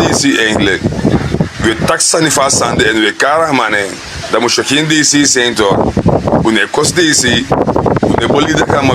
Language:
Sranan Tongo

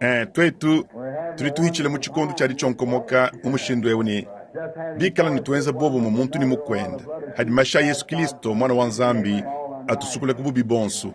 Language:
Luba-Lulua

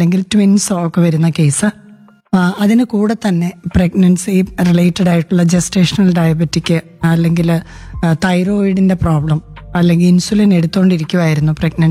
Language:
Malayalam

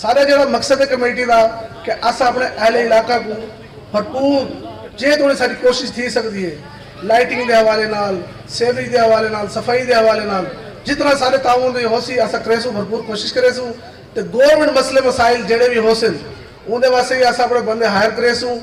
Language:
Saraiki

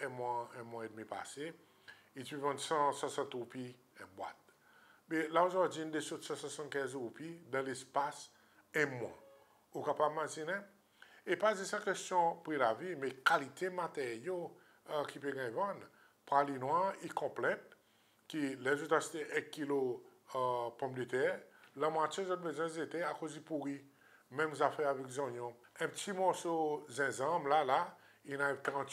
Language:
Seselwa Creole French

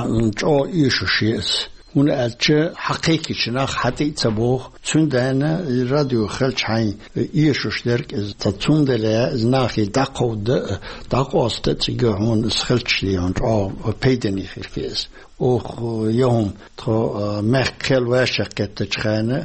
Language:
Chechen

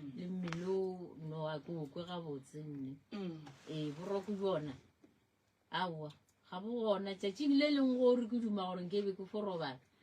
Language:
Northern Sotho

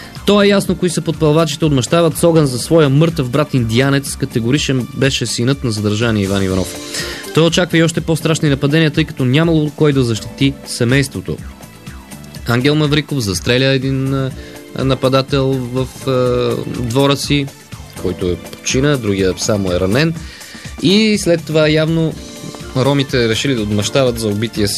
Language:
Bulgarian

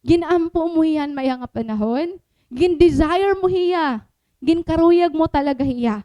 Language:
Waray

